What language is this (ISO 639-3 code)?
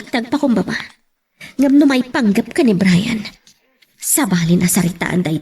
ilo